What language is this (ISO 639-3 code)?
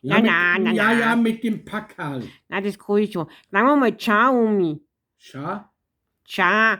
bar